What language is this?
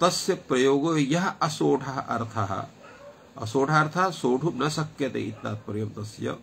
Sanskrit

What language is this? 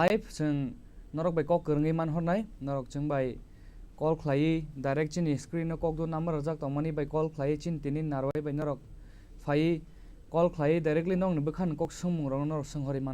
Kok Borok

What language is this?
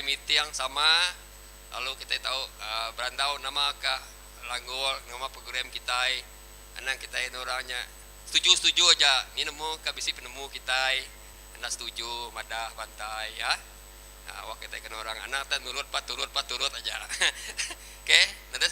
Iban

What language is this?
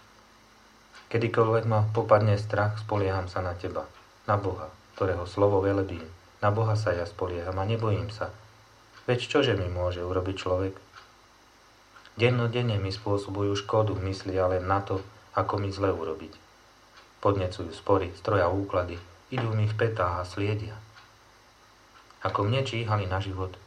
Slovak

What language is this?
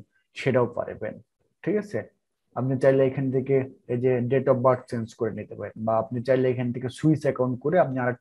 Bangla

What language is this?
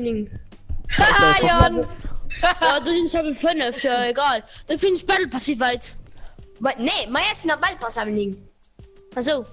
Luxembourgish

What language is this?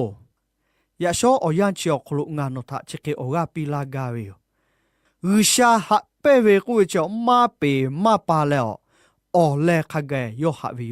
Lahu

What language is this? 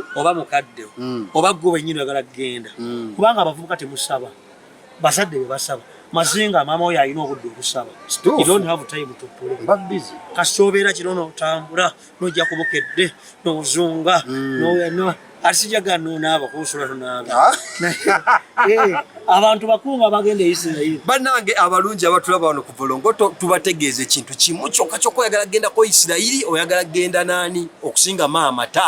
Ganda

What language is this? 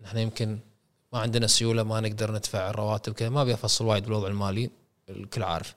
Gulf Arabic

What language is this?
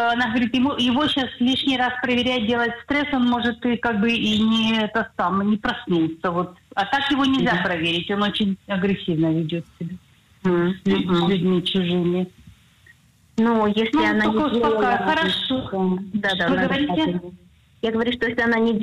Russian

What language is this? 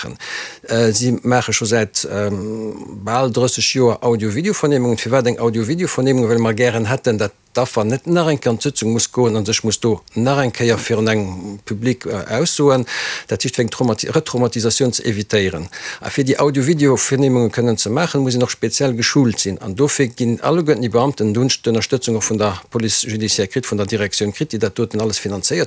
Luxembourgish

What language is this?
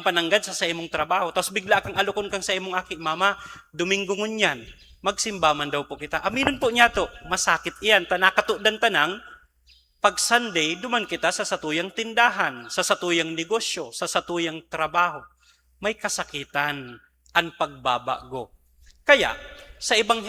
Bikol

